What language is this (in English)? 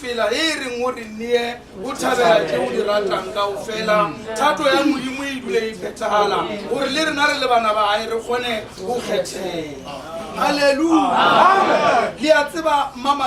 Northern Sotho